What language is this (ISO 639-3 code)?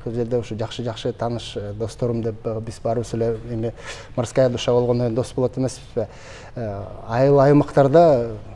kir